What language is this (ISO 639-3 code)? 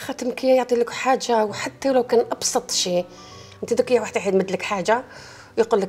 arq